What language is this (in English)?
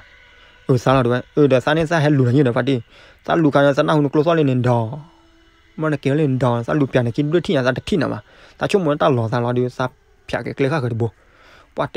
S'gaw Karen